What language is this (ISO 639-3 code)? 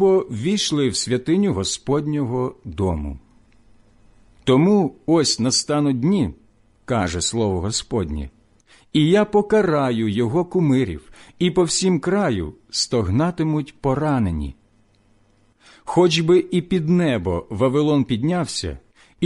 ukr